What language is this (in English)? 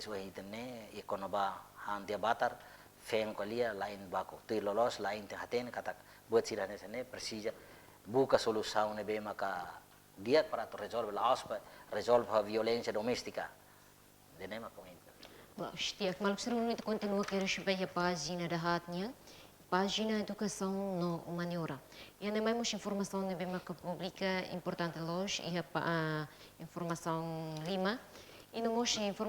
Tetum